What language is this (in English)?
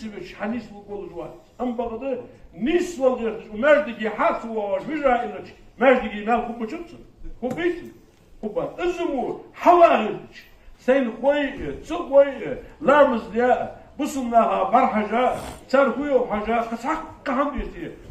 Ingush